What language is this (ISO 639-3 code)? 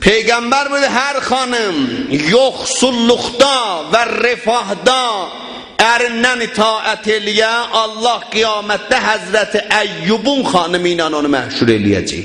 azb